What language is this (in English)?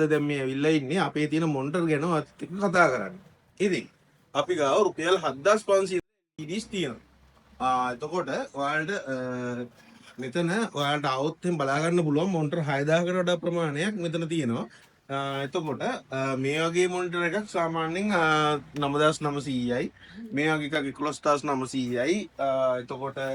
Sinhala